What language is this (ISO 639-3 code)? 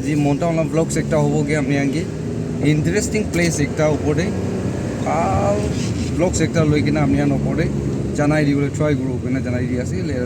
nag